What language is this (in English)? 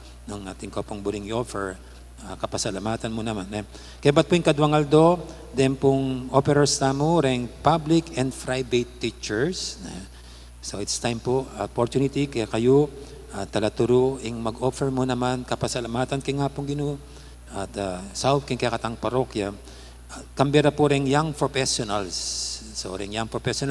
Pampanga